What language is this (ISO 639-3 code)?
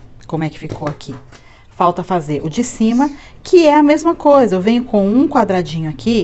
por